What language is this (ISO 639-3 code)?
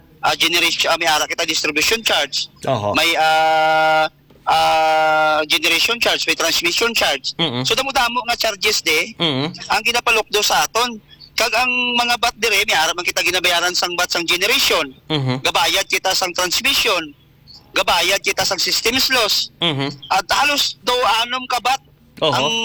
hil